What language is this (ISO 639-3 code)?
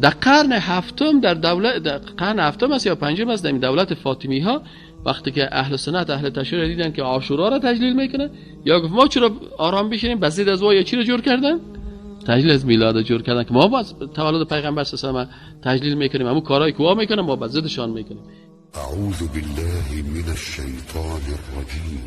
fas